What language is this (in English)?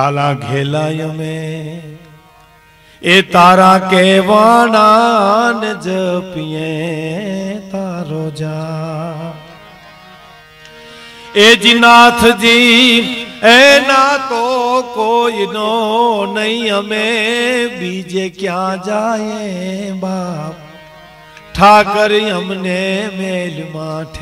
Gujarati